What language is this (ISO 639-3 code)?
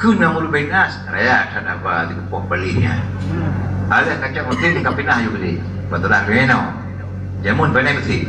ace